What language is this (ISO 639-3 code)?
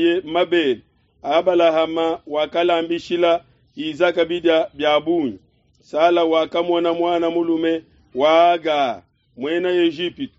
lua